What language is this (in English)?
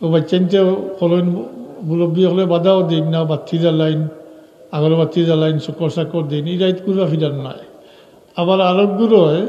Sylheti